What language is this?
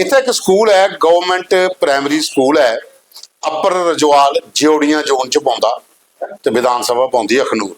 Dogri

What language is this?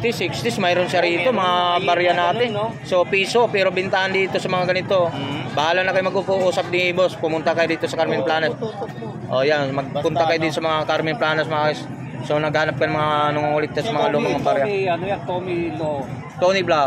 Filipino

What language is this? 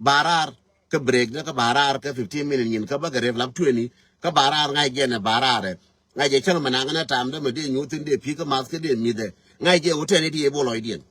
Nuer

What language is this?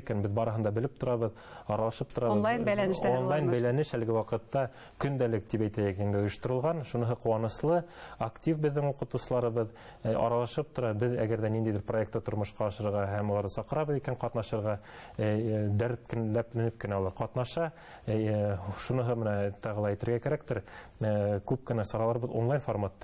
Bashkir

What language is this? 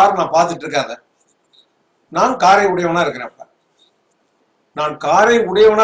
Tamil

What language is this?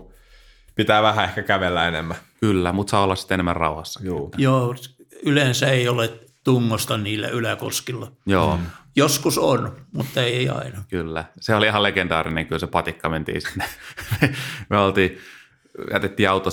Finnish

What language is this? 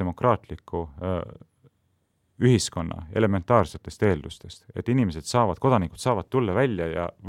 Estonian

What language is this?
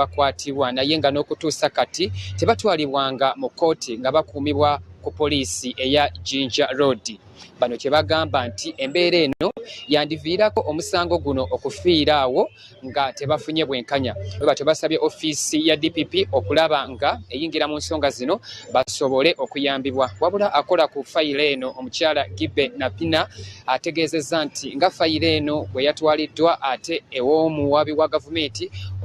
Ganda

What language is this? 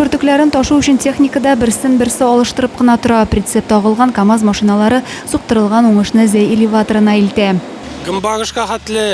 Tatar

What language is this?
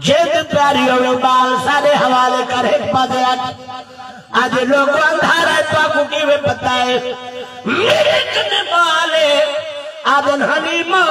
Saraiki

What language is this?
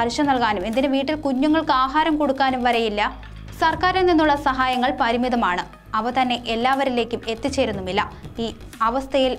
Malayalam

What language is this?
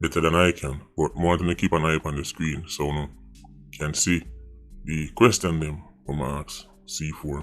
Jamaican Creole English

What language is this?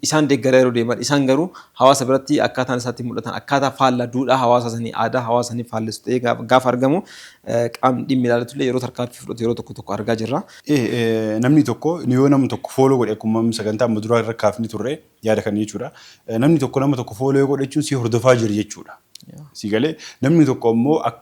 Oromo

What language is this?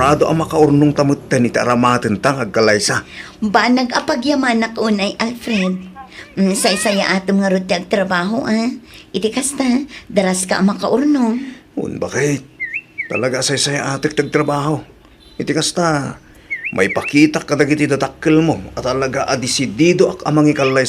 Iloko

